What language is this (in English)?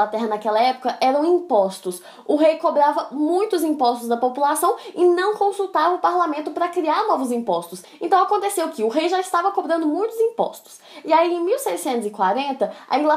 Portuguese